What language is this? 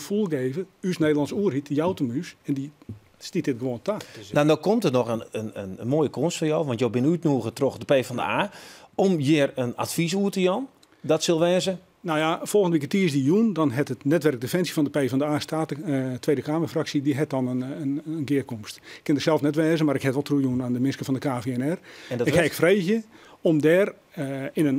Western Frisian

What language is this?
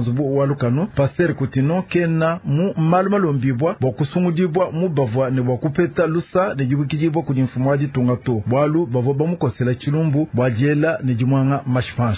Luba-Lulua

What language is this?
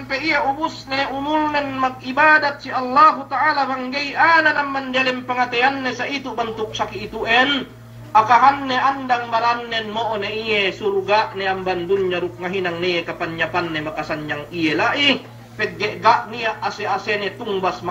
Yakan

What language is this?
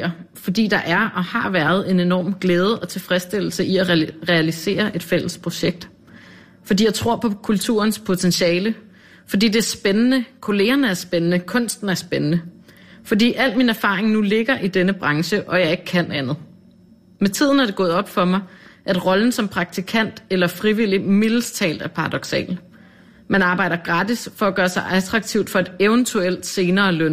Danish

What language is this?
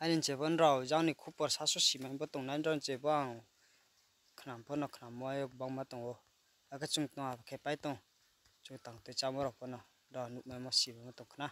Riang (India)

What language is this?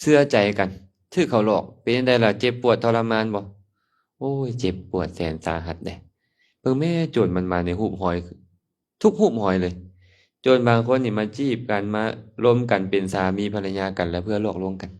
Lao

